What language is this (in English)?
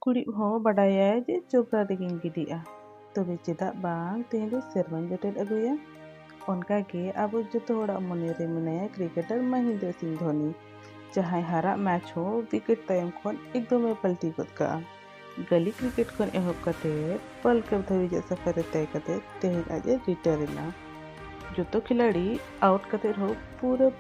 Santali